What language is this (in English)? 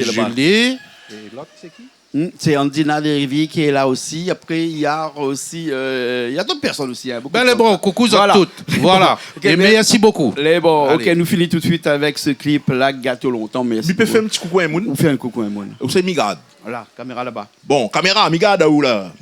Réunion Creole French